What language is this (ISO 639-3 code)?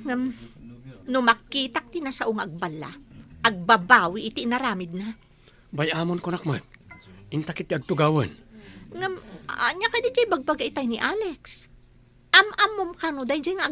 ilo